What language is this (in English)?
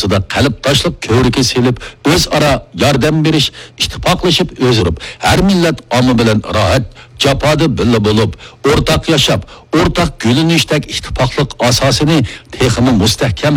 Uyghur